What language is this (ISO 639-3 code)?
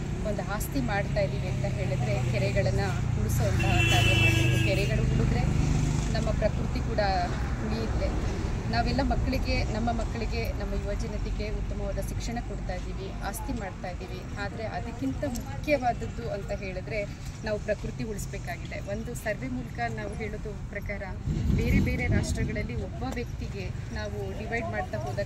kan